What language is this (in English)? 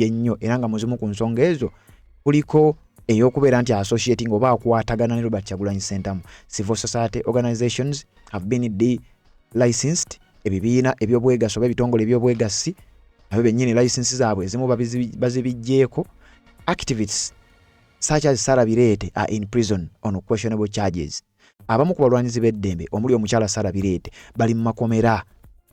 Ganda